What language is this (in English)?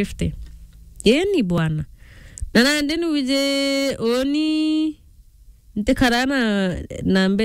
Meru